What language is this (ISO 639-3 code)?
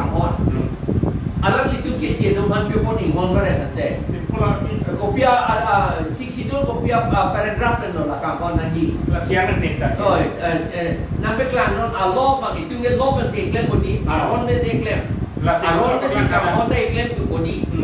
mjw